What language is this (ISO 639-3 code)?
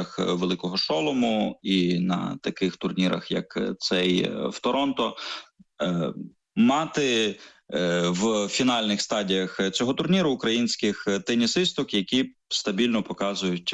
ukr